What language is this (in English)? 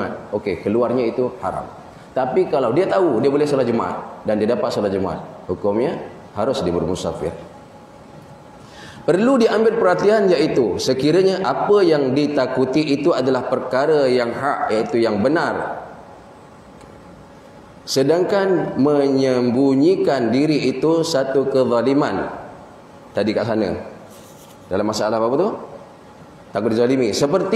Malay